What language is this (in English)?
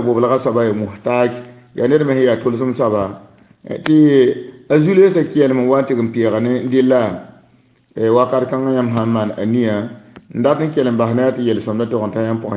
Mossi